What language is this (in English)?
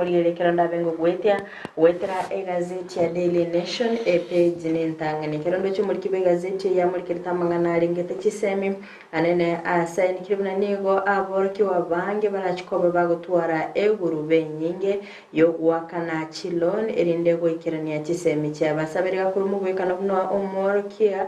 Gusii